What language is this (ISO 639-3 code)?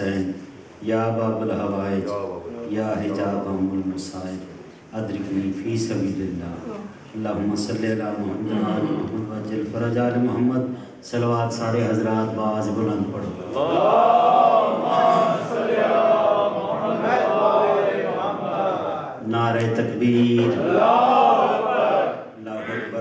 urd